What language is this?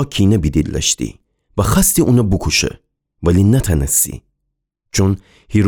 Gilaki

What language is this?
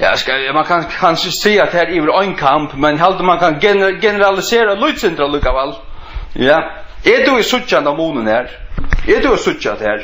Faroese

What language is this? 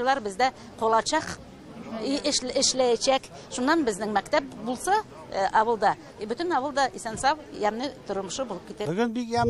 Tatar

